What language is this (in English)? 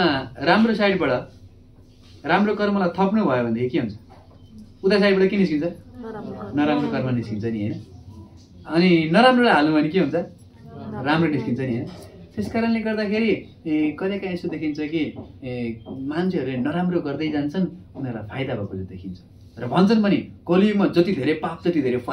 Nepali